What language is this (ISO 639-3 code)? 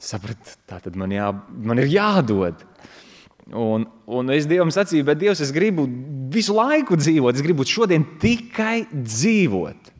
lav